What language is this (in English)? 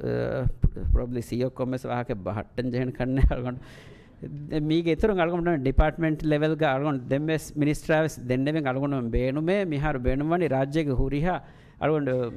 Divehi